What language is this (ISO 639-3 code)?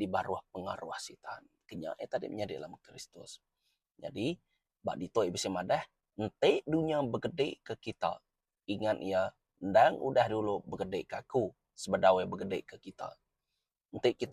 iba